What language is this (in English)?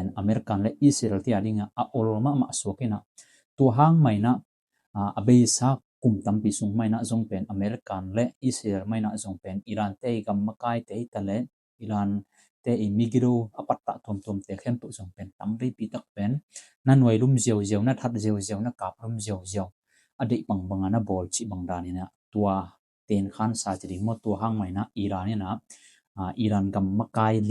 Tedim Chin